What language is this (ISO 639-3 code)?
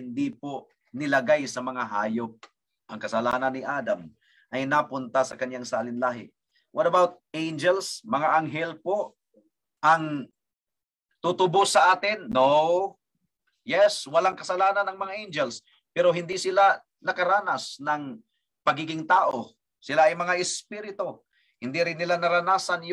fil